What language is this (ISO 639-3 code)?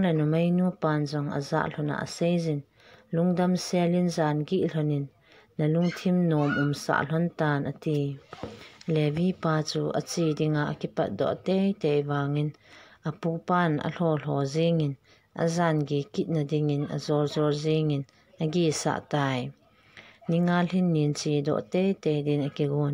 tcz